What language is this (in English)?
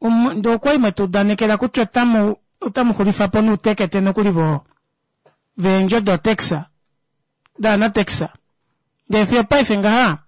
Kuanyama